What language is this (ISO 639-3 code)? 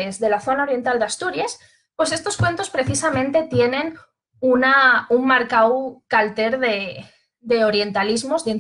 ast